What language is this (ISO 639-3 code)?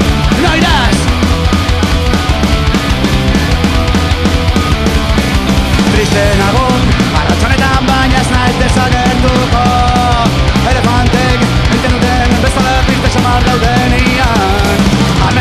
eus